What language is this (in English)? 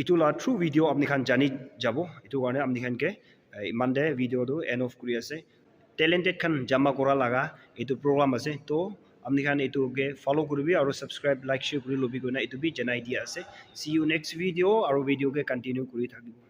Naga Pidgin